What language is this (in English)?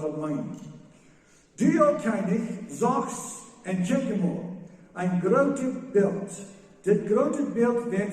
Plautdietsch